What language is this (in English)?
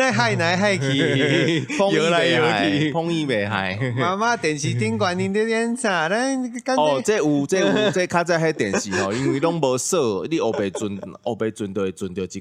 Min Nan Chinese